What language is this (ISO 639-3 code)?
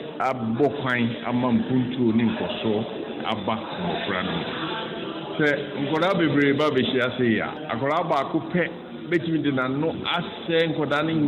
aka